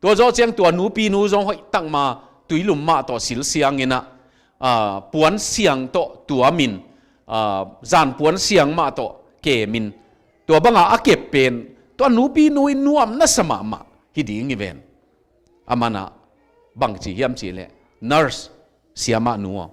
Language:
Tedim Chin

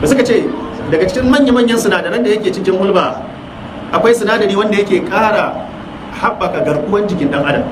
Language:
Hausa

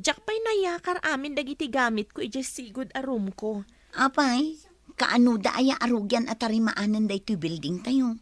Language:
Iloko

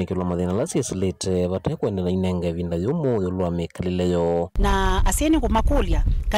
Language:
Kamba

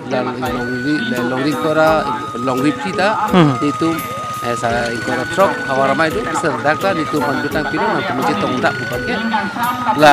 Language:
Karbi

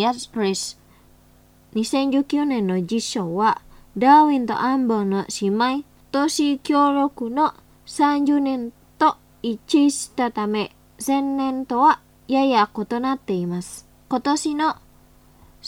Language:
Japanese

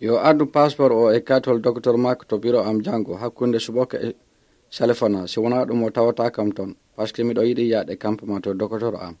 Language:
Pular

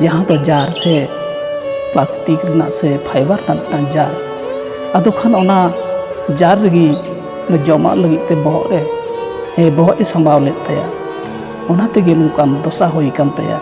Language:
Santali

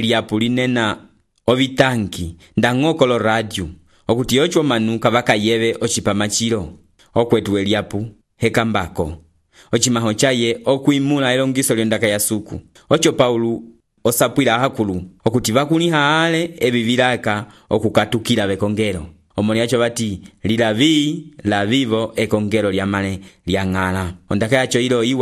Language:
Umbundu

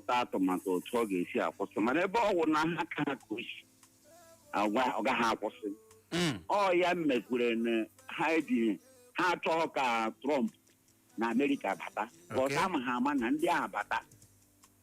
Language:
Igbo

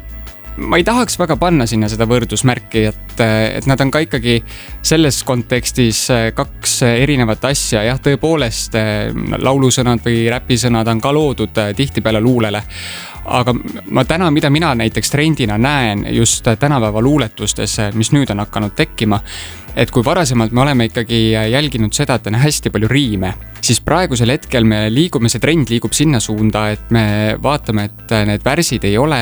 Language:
Estonian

